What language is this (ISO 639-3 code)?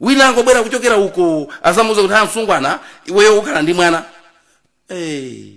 nya